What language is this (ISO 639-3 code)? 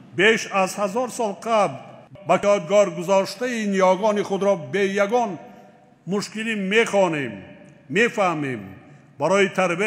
tgk